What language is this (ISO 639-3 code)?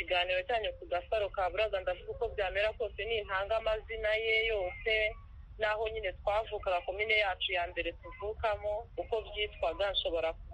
kin